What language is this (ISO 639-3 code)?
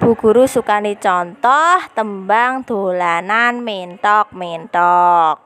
jav